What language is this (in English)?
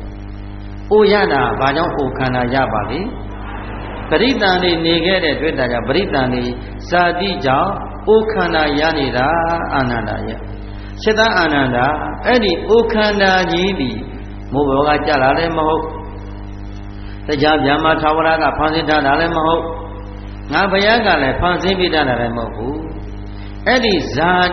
Burmese